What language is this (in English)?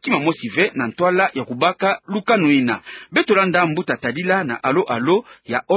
Kituba (Democratic Republic of Congo)